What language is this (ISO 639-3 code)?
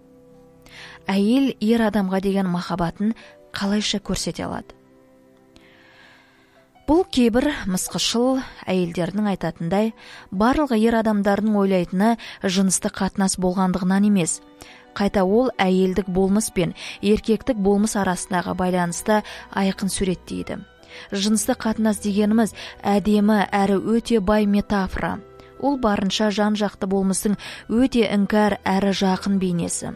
kaz